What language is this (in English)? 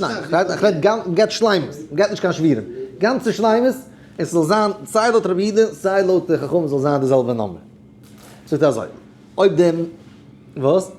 Yiddish